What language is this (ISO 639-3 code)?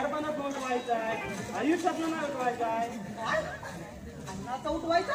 mar